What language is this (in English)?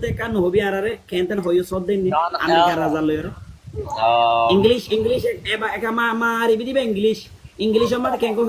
Rohingya